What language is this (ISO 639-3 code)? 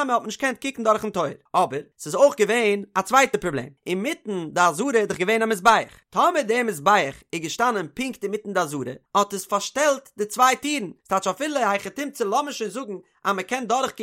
yid